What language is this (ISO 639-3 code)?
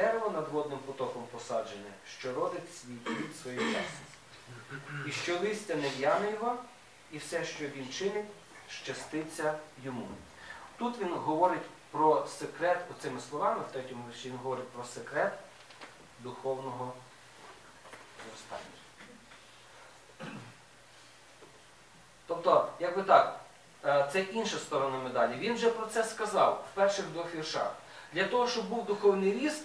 ukr